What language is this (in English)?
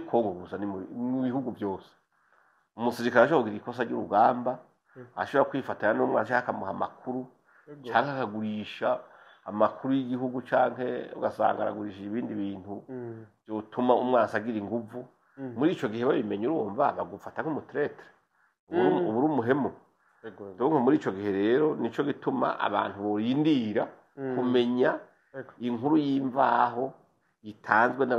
Rundi